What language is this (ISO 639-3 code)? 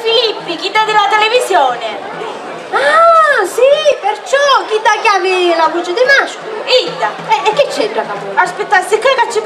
scn